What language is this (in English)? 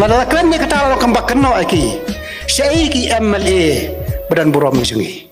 Khasi